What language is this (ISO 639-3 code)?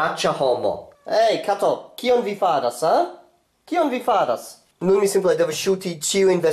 epo